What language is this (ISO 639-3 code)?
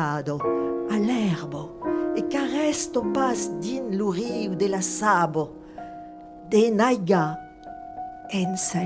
oci